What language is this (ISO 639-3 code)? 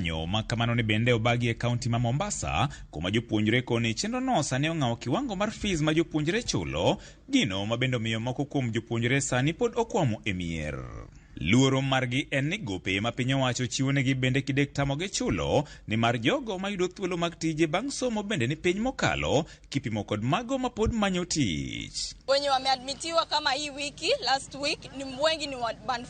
luo